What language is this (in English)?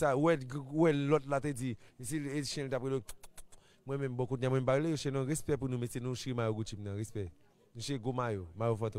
Haitian Creole